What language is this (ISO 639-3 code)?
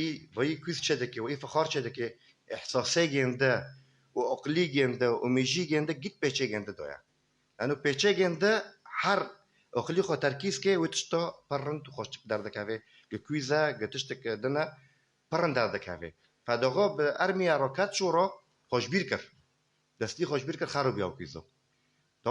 kur